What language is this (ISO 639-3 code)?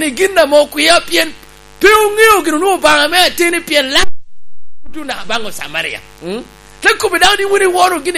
laj